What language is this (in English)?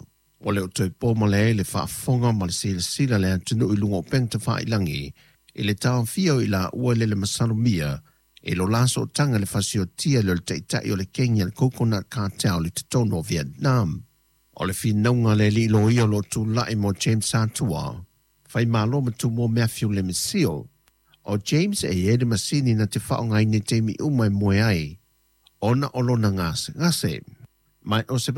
Samoan